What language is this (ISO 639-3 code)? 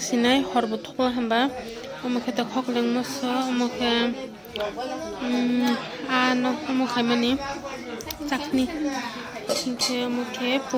trp